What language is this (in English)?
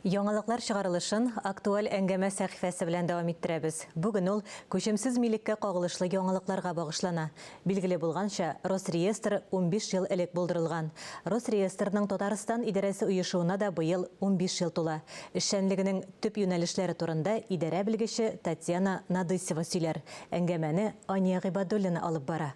Tatar